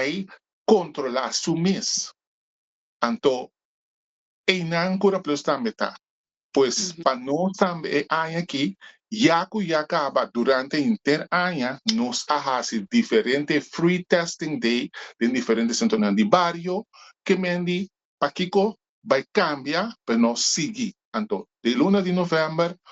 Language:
Papiamento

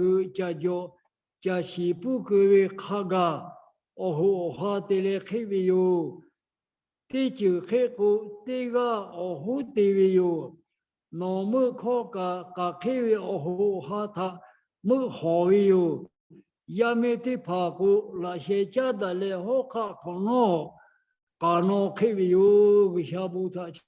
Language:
Lahu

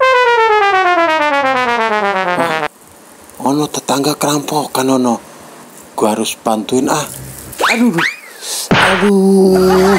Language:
Betawi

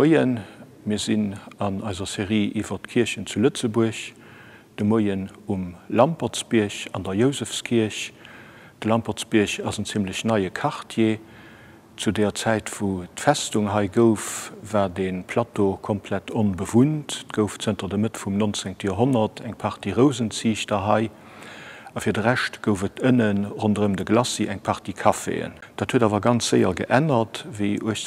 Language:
Luxembourgish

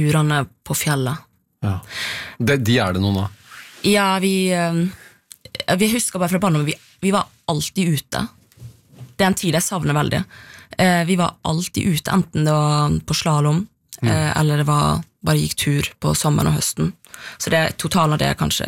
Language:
Norwegian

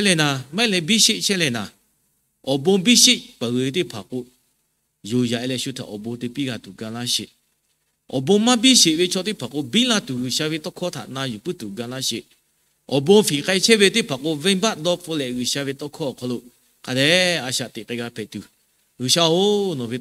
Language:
Lahu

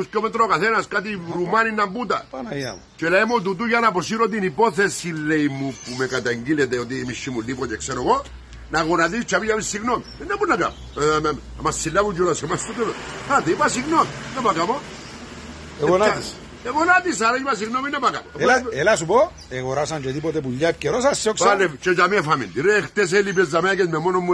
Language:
Greek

